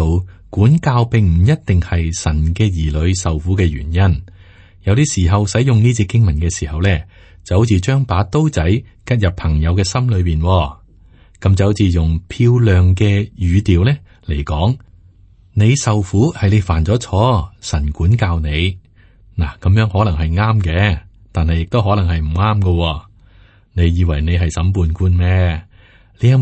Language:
Cantonese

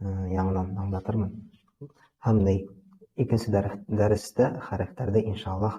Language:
Bashkir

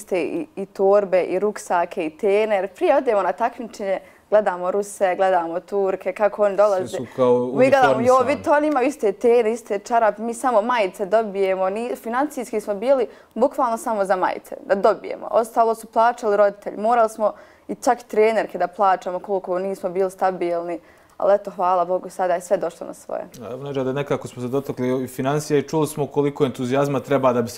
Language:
Bosnian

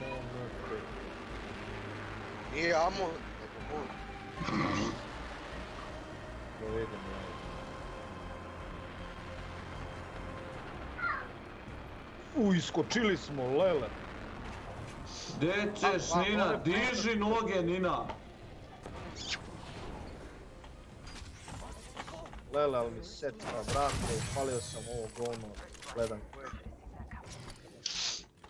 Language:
Croatian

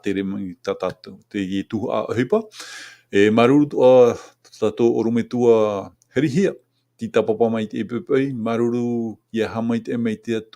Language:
Tahitian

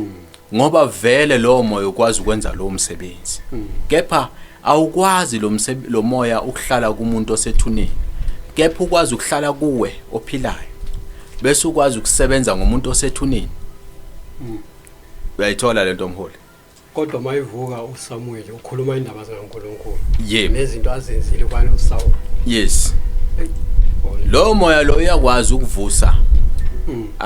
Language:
Zulu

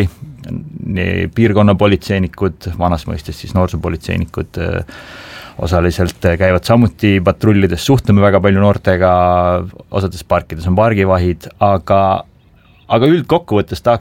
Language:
Estonian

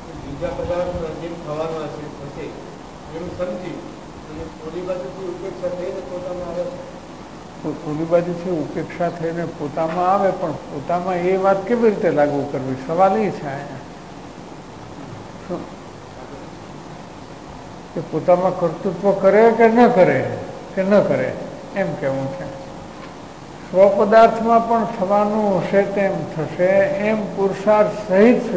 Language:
Gujarati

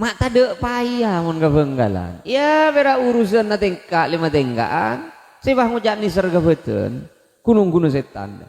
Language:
Madurese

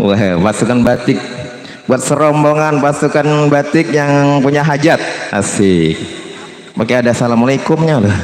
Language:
Betawi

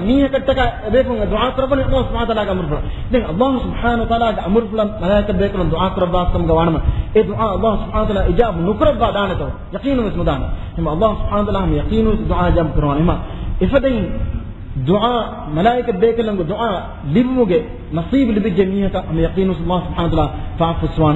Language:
Divehi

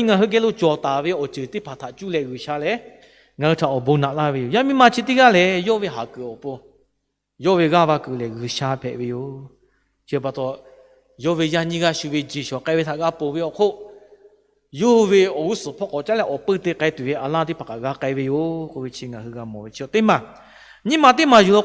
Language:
Lahu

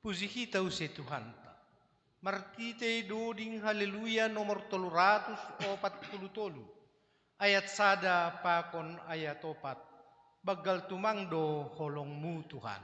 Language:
Batak Simalungun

